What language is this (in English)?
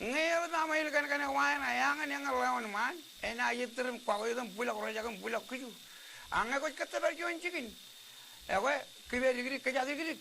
Marshallese